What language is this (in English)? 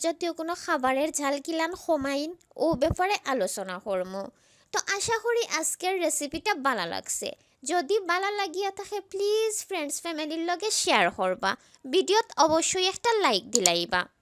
Sylheti